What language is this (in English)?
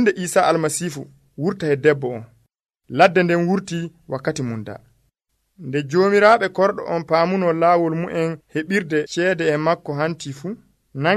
Nigerian Fulfulde